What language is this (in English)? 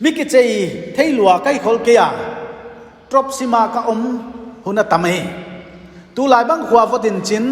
Paite Chin